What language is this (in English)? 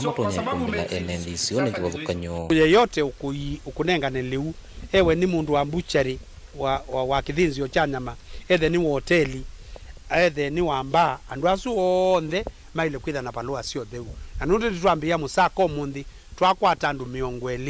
Kamba